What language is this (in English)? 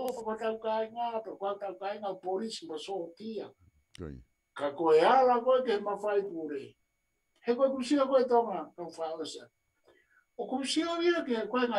Tongan